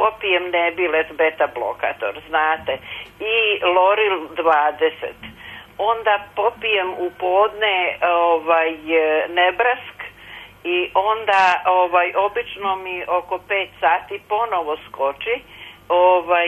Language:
Serbian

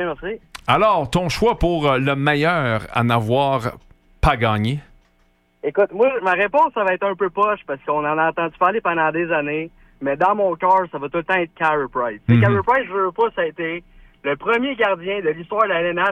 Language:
French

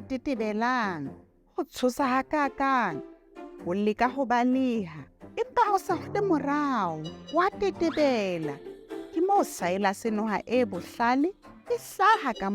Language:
Southern Sotho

